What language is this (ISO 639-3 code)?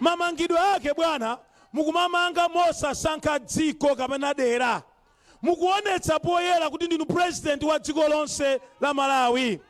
nya